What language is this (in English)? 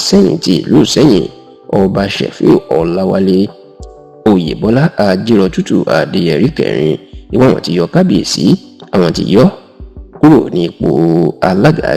Yoruba